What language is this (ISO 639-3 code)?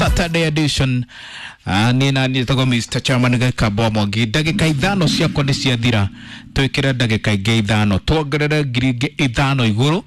kik